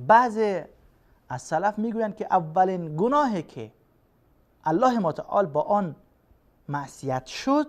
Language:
Persian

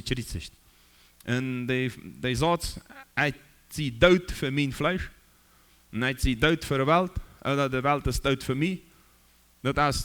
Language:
Plautdietsch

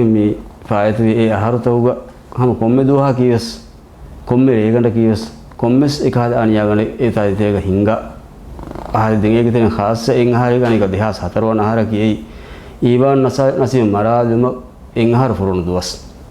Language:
Divehi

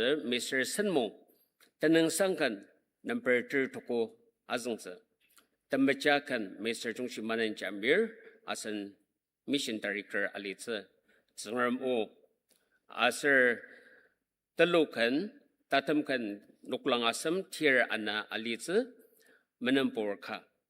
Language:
Ao Naga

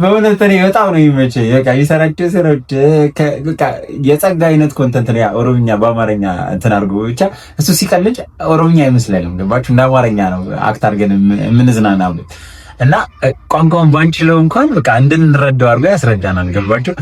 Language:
Amharic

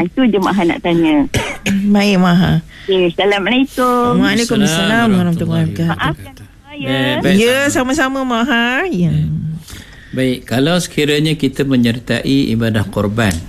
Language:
Malay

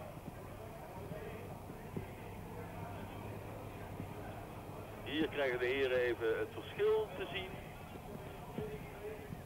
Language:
Dutch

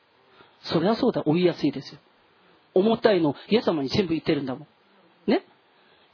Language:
Japanese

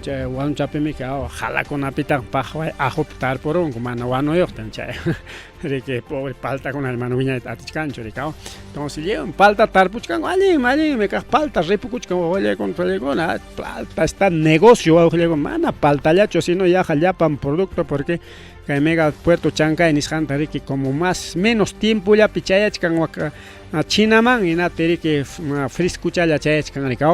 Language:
Ayacucho Quechua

